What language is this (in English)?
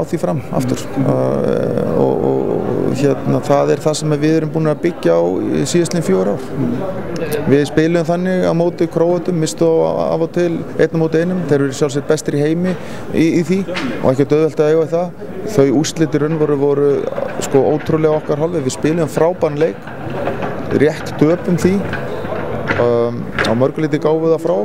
Icelandic